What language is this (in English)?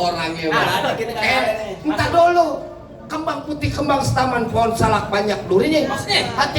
Betawi